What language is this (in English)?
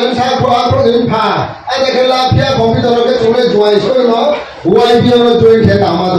Riang (India)